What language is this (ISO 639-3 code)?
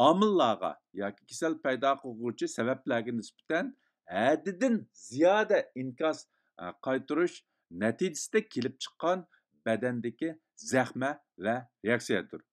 uig